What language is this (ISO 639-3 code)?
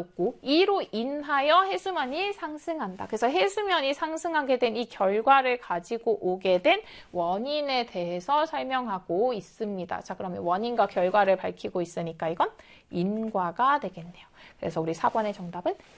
kor